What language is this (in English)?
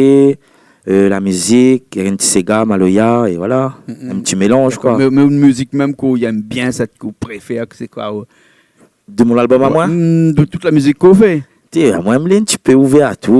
Réunion Creole French